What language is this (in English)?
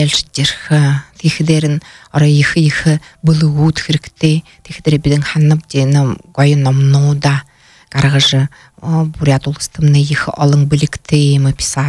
Buriat